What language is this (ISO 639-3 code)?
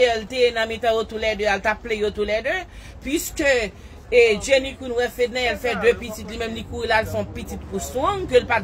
hat